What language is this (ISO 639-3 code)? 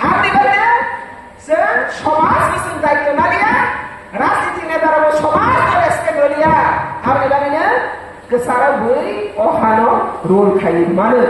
ria